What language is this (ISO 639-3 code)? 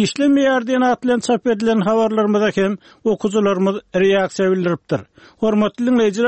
tuk